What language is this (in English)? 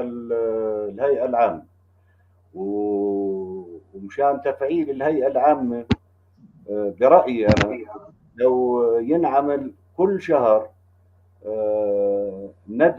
North Levantine Arabic